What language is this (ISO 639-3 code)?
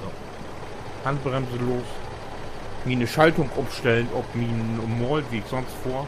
nds